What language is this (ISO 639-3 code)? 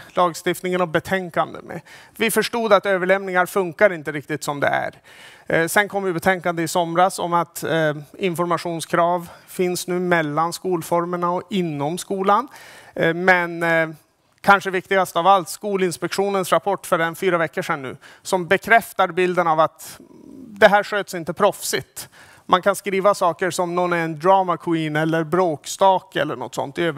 swe